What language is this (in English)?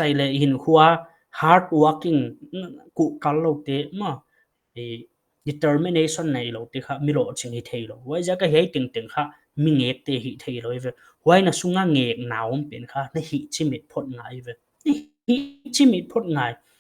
Paite Chin